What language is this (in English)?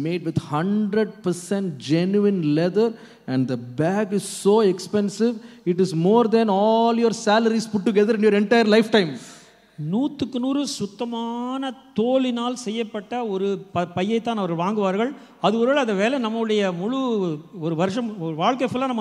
Tamil